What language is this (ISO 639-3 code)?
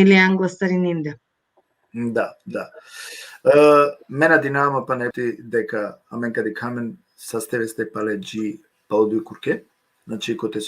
rmn